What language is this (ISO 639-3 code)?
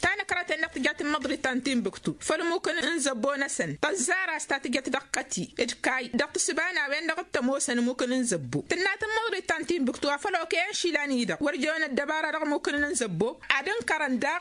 taq